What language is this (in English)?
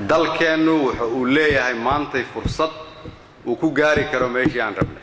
Somali